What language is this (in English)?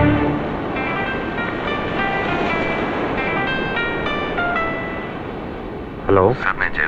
Telugu